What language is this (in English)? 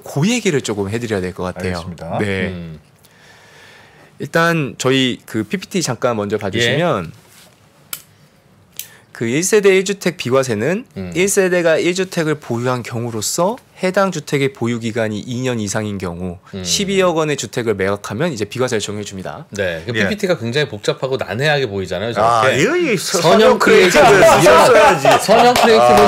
Korean